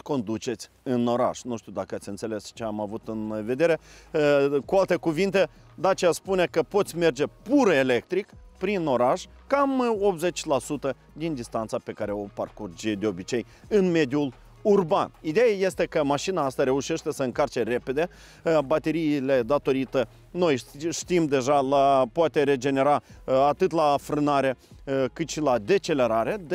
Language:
Romanian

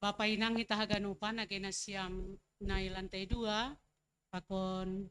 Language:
Batak Simalungun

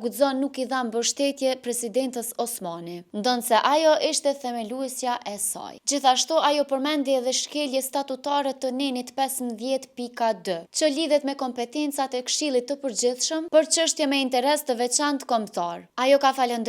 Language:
Albanian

